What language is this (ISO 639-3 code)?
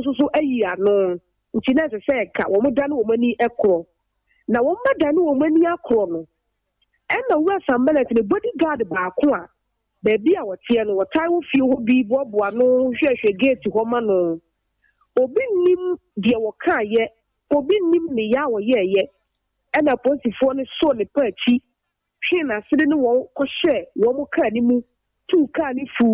aka